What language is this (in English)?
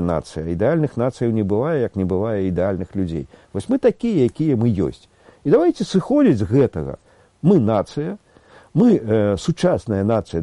Belarusian